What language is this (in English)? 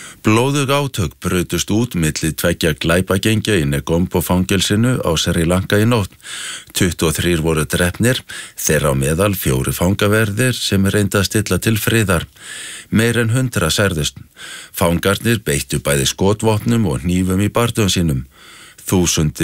Icelandic